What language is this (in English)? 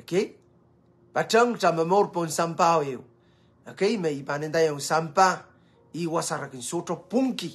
Pohnpeian